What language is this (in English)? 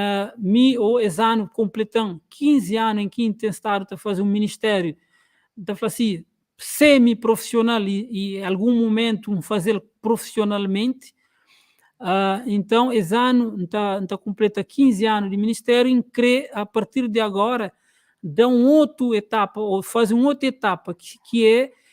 Kabuverdianu